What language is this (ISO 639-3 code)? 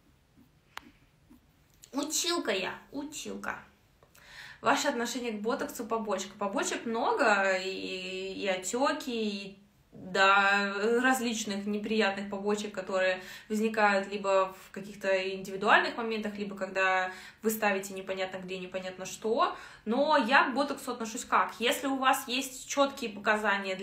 rus